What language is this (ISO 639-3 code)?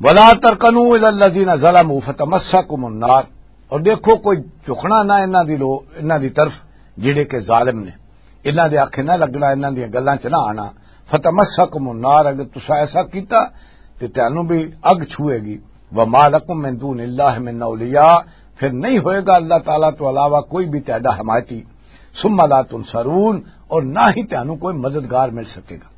lah